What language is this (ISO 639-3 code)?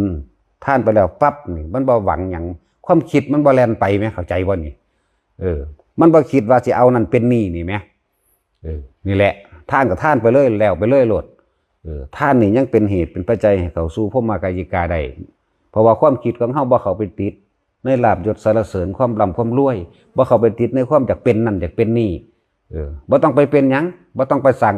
tts